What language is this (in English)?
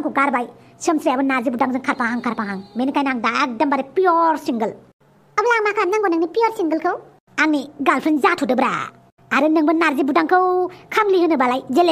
Bodo